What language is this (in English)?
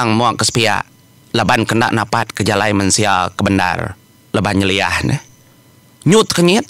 Iban